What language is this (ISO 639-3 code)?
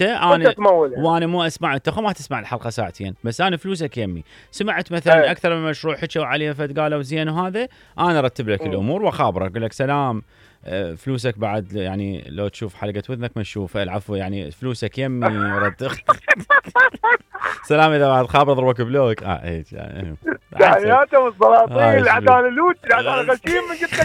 acm